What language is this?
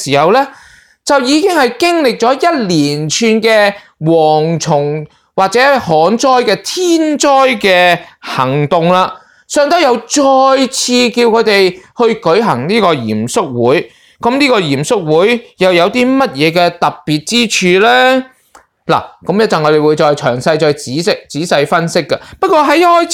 Cantonese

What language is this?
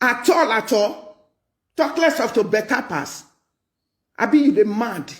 Nigerian Pidgin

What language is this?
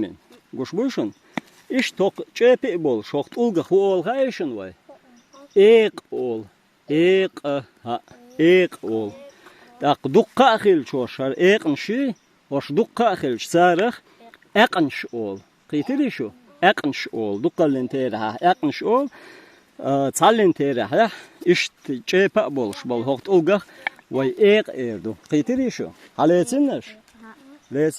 Chechen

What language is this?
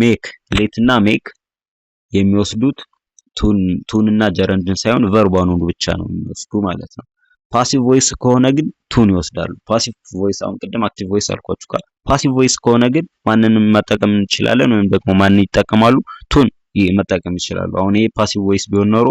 Amharic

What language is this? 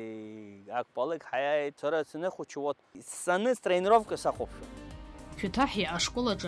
Abkhazian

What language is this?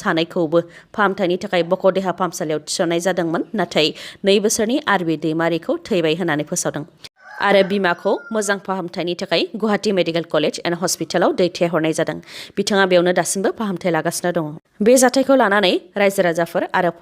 Bodo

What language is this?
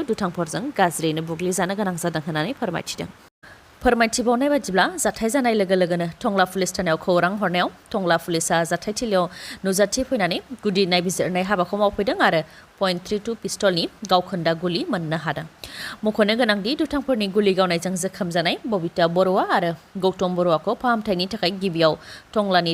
Bodo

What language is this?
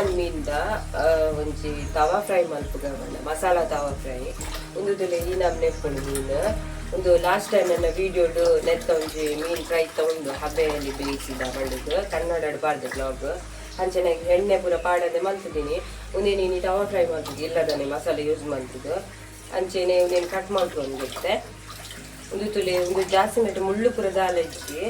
Tulu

